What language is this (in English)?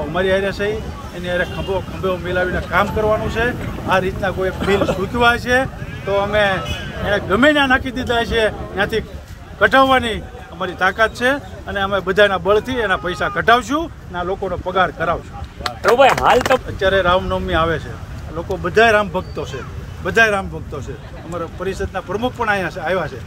Gujarati